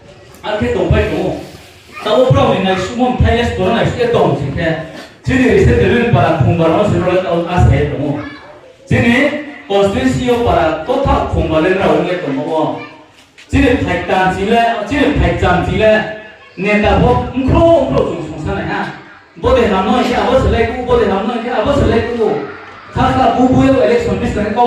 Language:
Riang (India)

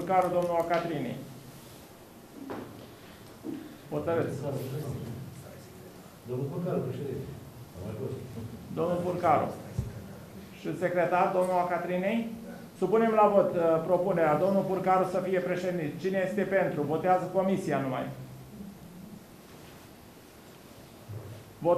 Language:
Romanian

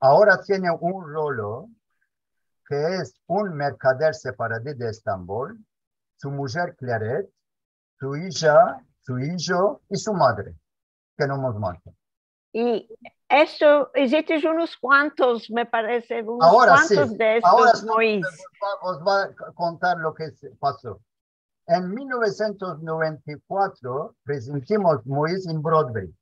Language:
Ladino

